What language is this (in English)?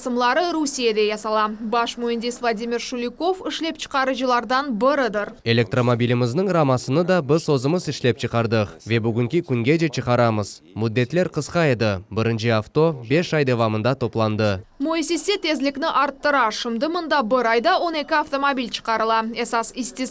Crimean Tatar